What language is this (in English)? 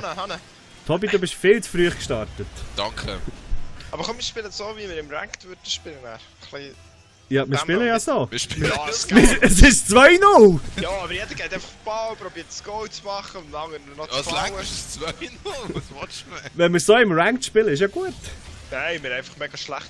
Swiss German